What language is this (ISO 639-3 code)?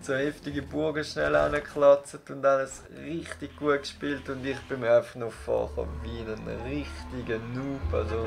gsw